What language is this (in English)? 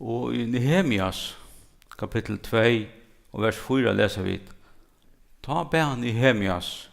Faroese